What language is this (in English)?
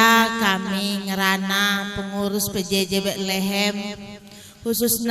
Batak Karo